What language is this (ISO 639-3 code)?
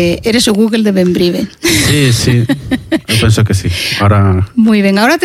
glg